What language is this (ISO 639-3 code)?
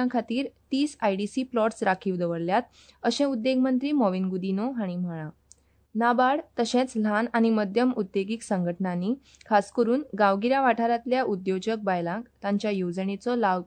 kok